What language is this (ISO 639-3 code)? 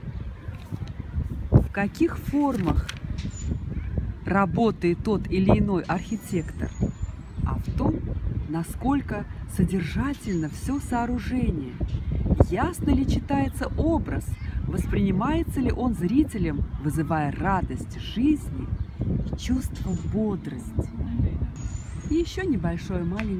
rus